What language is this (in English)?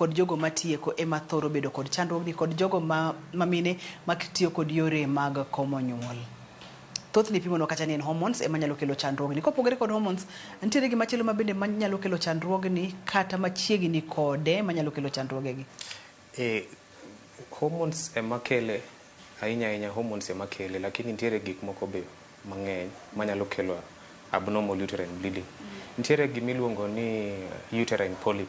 Luo (Kenya and Tanzania)